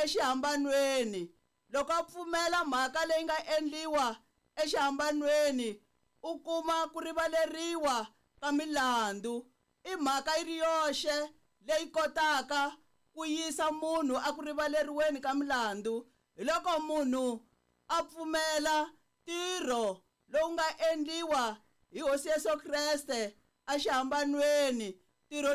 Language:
Tsonga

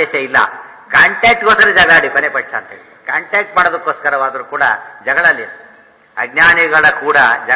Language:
Kannada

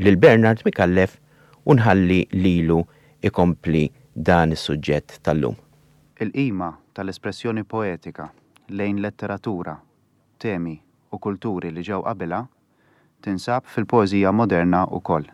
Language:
Maltese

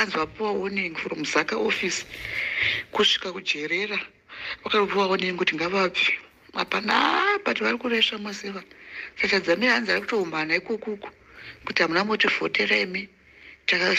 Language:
Shona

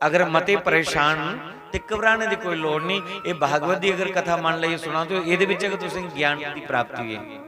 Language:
Dogri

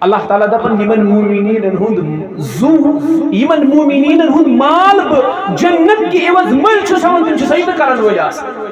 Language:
Kashmiri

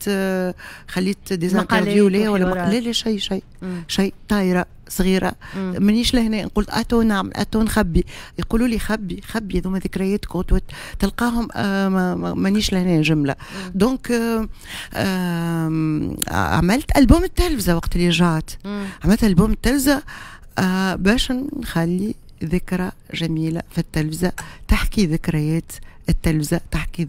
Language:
Tunisian Arabic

